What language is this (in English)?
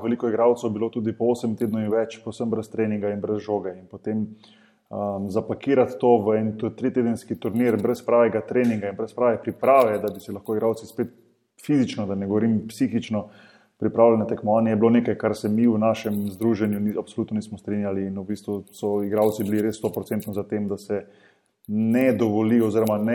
Slovenian